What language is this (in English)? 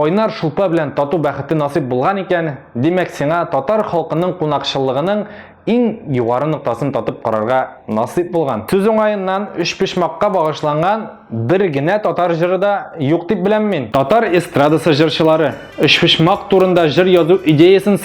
Tatar